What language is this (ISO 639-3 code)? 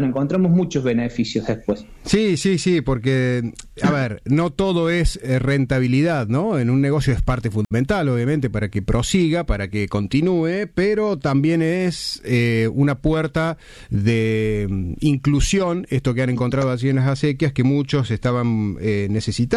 spa